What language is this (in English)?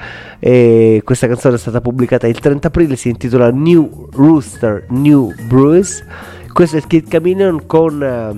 Italian